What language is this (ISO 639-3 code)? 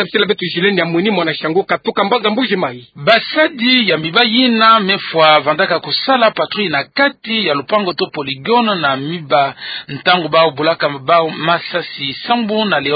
ktu